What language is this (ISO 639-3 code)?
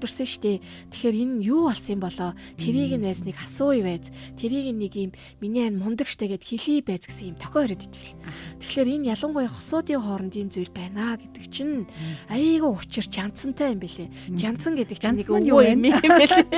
mon